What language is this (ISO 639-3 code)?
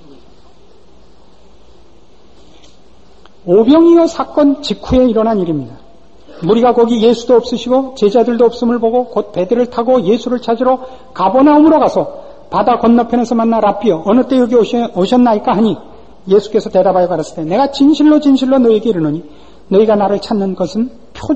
kor